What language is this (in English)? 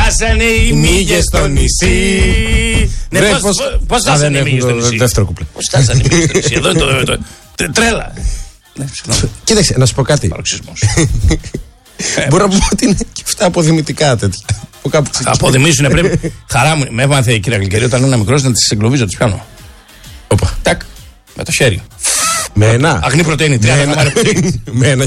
Greek